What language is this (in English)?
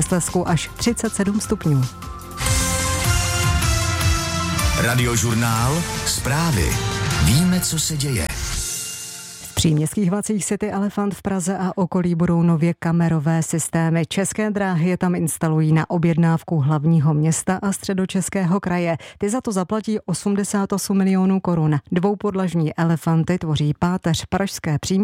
Czech